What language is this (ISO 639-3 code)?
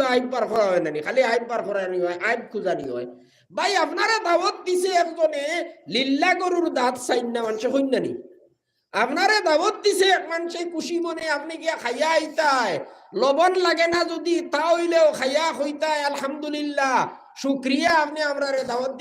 syl